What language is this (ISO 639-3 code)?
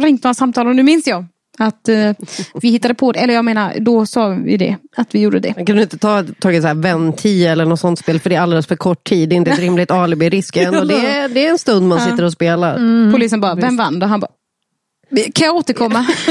swe